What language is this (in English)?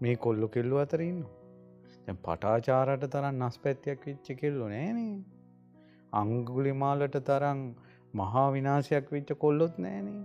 Sinhala